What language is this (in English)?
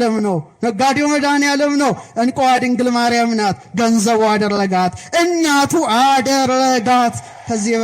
Amharic